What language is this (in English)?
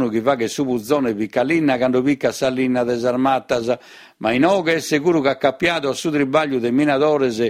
Sardinian